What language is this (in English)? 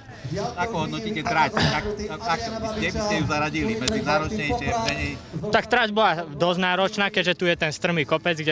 Slovak